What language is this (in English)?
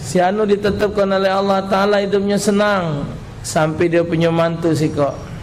Musi